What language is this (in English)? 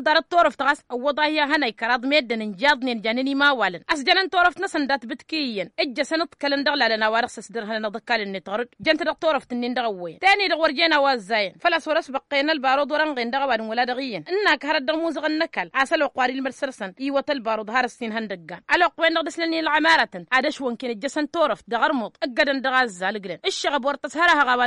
Tamasheq